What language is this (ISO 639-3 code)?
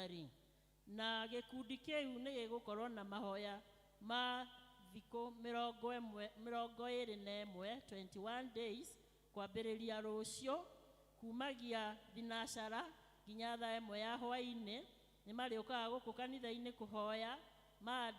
kik